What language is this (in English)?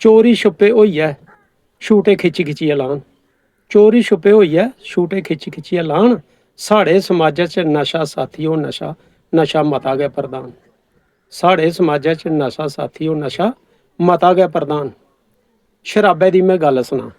Dogri